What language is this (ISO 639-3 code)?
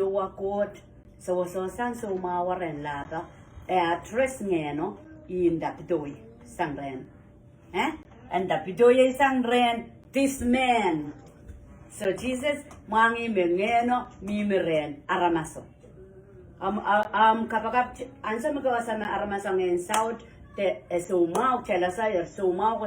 pon